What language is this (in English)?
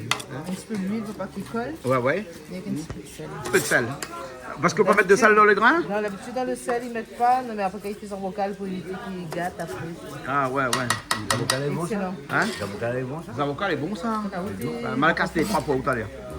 Réunion Creole French